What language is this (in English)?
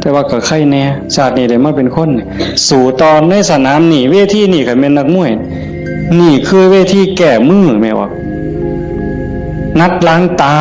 Northeastern Thai